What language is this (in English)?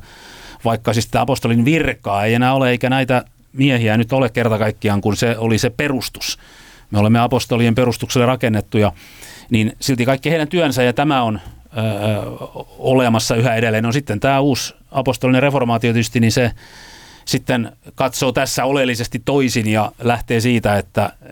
Finnish